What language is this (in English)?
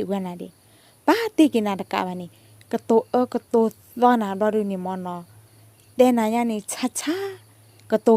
S'gaw Karen